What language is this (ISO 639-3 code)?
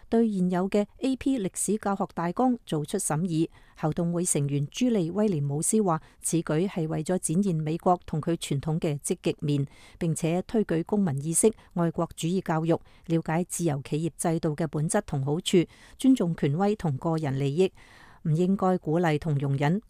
yue